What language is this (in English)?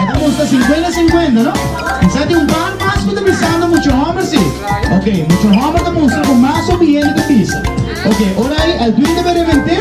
Papiamento